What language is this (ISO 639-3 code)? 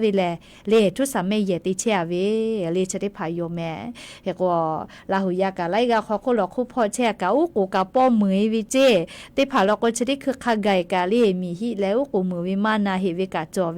lhu